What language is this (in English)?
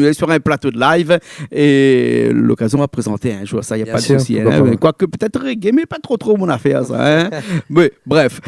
Réunion Creole French